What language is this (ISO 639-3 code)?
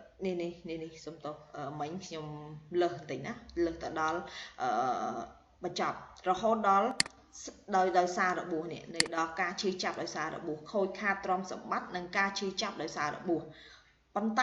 khm